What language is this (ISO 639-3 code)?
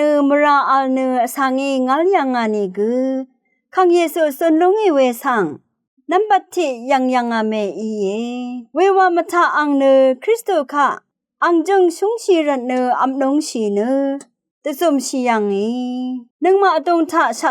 raw